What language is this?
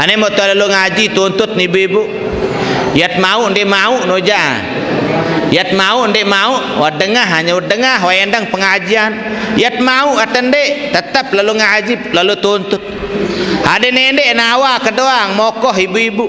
Sasak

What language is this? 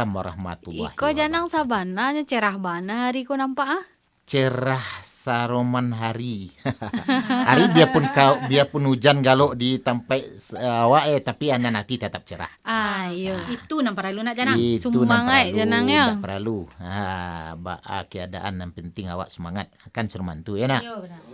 Minangkabau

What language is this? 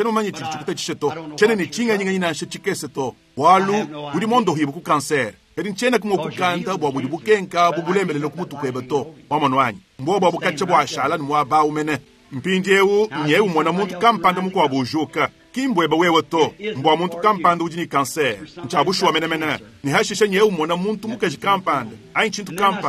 Luba-Lulua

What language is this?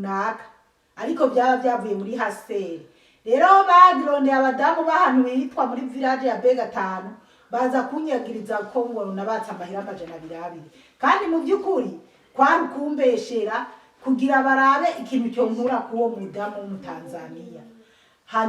Rundi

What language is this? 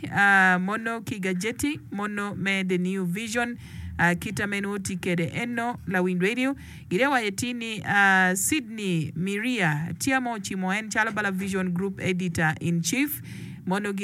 Acoli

